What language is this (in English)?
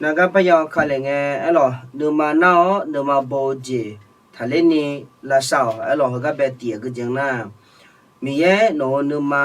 Akha